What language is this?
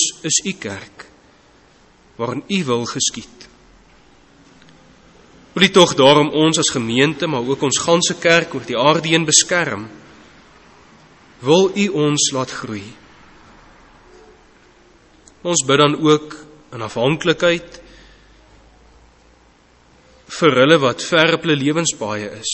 Afrikaans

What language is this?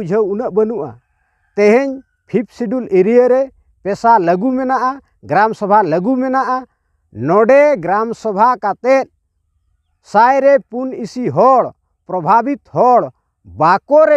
Santali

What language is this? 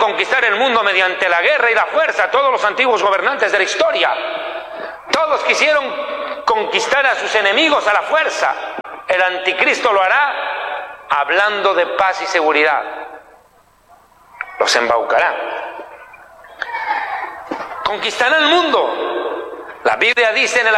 Spanish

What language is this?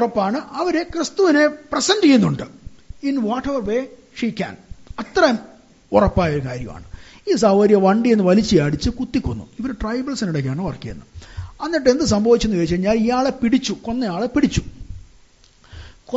Malayalam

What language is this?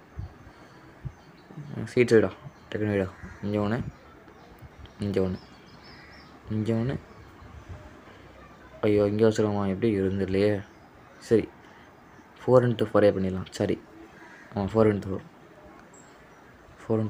Tamil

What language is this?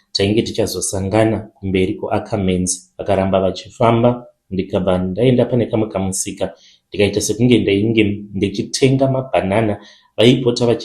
Shona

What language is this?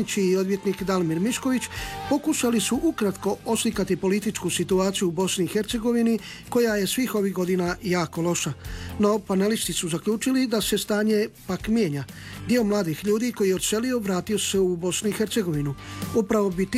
Croatian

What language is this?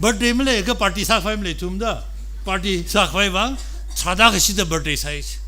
Tangkhul Naga (India)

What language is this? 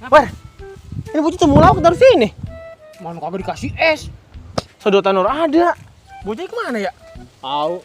Betawi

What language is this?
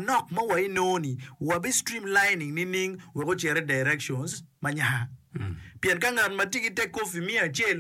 Acoli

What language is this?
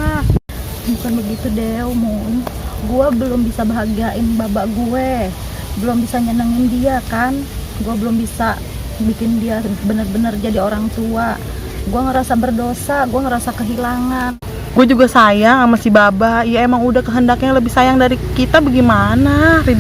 Betawi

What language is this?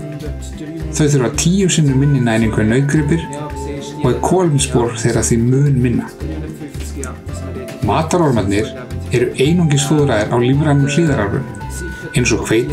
Icelandic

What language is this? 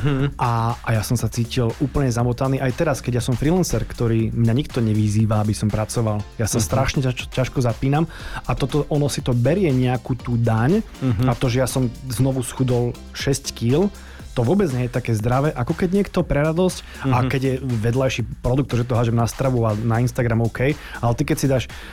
Slovak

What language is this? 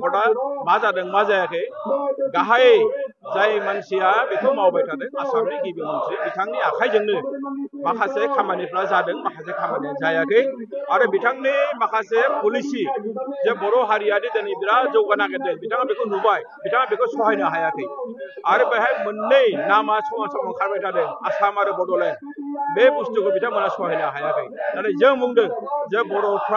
Bodo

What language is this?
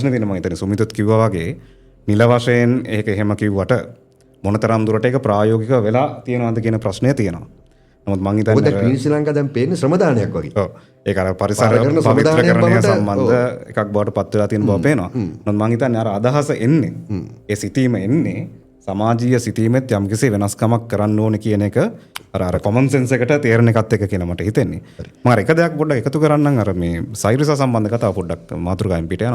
Sinhala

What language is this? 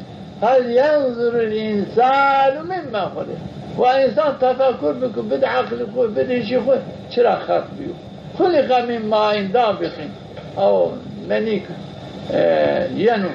Zaza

